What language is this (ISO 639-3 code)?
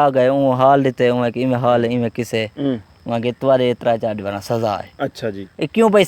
skr